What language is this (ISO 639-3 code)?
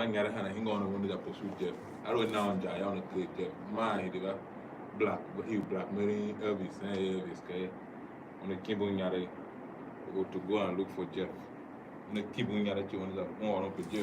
tiv